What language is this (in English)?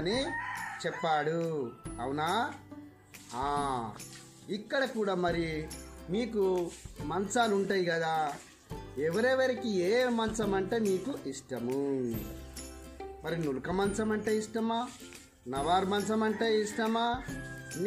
Telugu